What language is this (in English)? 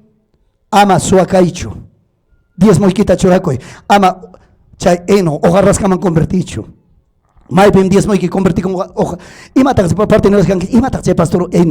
Ayacucho Quechua